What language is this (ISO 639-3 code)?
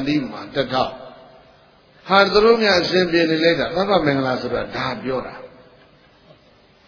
mya